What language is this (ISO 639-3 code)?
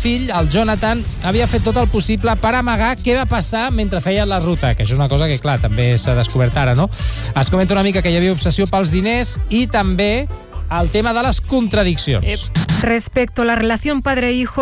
cat